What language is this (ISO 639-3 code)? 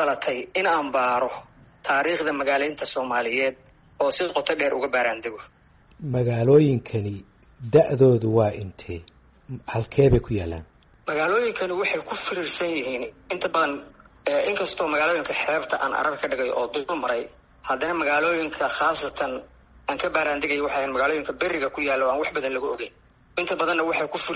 som